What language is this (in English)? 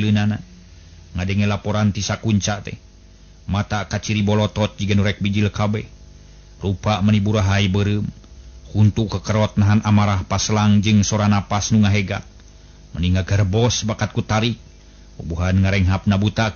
Sundanese